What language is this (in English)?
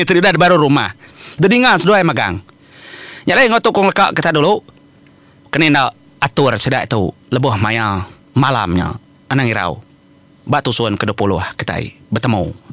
Iban